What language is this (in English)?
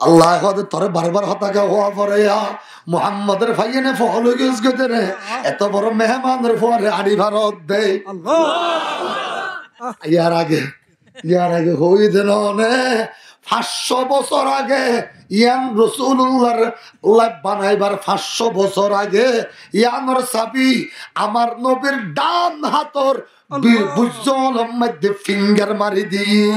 Rohingya